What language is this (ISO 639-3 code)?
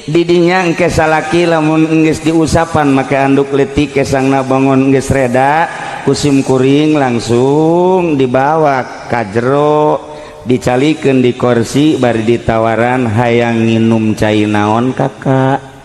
sun